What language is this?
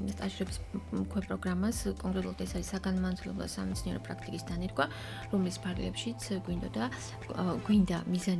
Georgian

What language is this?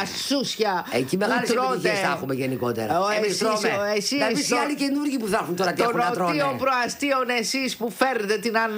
Greek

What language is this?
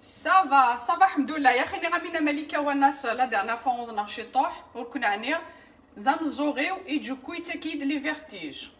Kabyle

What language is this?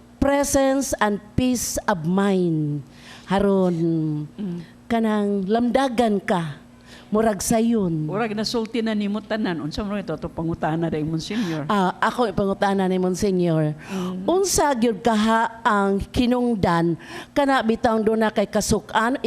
Cebuano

